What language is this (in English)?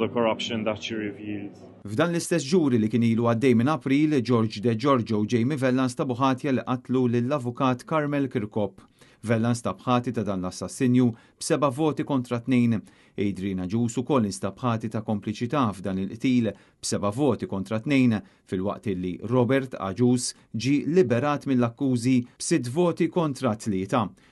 Maltese